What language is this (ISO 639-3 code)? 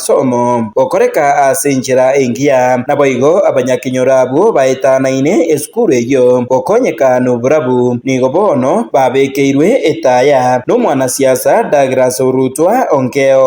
guz